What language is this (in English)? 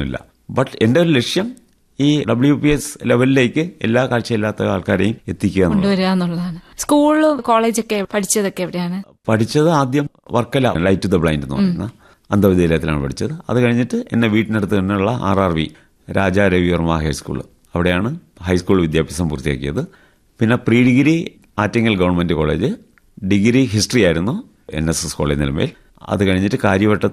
Malayalam